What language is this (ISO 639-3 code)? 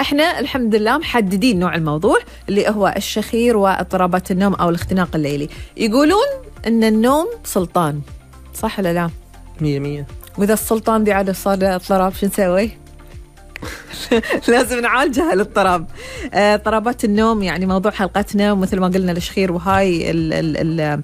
afb